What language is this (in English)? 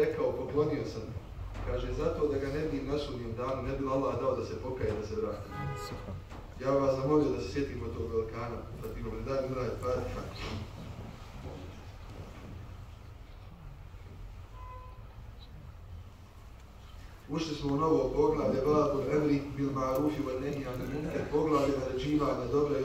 Bosnian